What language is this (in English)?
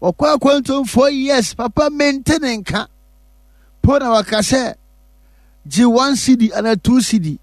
Akan